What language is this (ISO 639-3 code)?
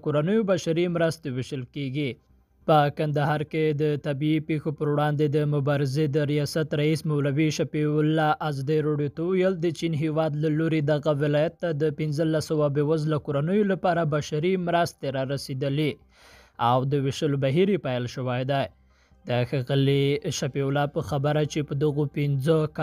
pus